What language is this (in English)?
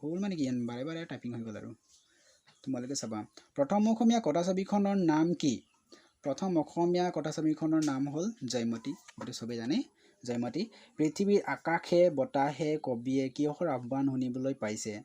Assamese